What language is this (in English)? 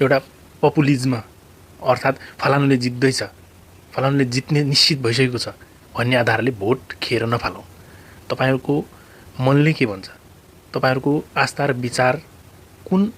Nepali